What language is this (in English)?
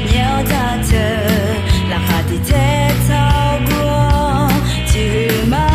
Akha